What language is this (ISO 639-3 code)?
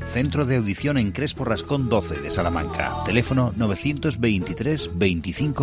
spa